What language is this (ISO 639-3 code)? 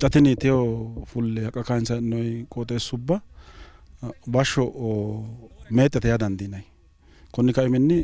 sid